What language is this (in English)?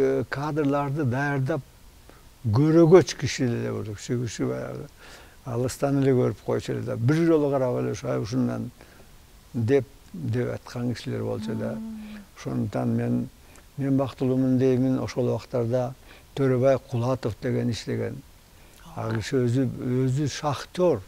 Kyrgyz